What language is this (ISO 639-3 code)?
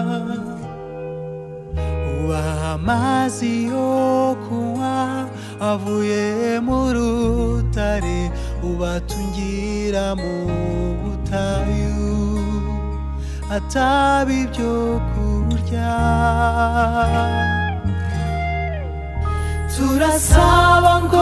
kin